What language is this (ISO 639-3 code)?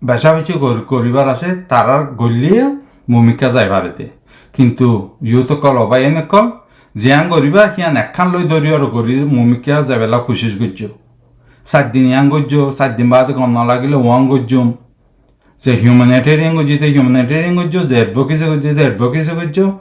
rhg